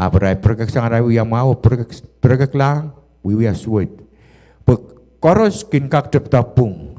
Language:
Pohnpeian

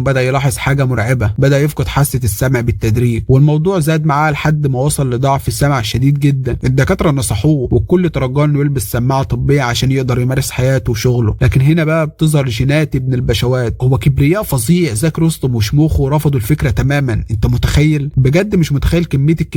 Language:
Egyptian Arabic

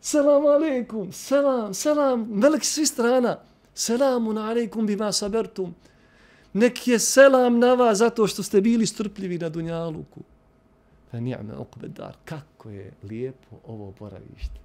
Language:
Bosnian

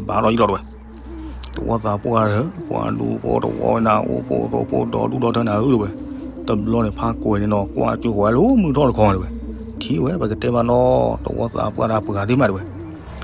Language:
S'gaw Karen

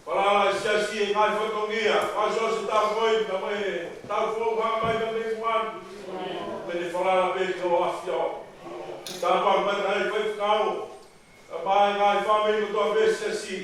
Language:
Tongan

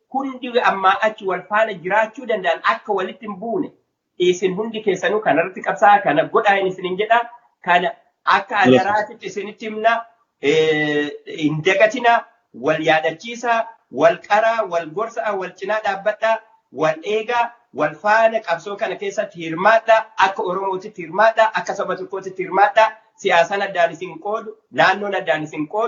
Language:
Oromo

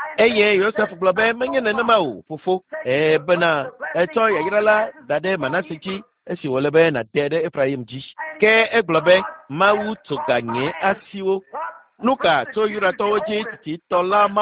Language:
Ewe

